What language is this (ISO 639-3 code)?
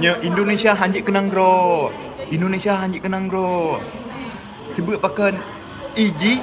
ace